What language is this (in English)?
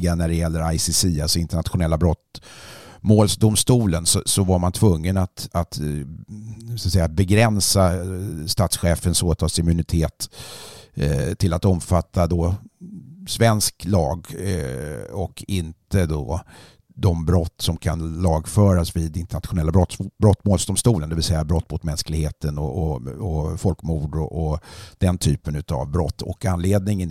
Swedish